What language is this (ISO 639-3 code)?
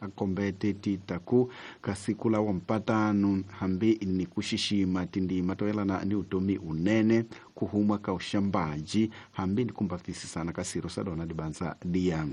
tso